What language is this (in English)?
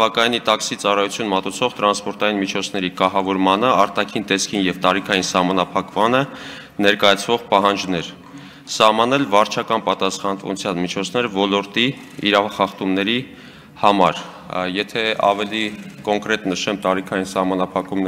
Armenian